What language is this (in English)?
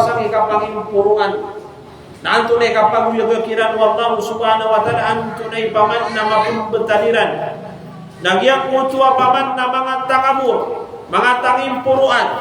Maranao